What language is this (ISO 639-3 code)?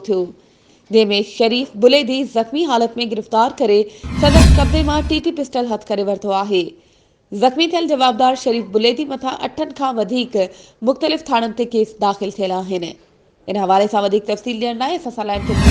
snd